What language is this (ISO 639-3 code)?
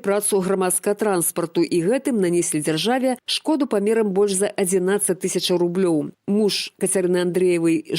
bel